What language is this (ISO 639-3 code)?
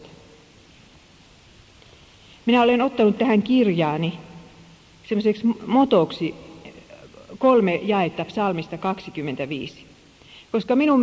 fin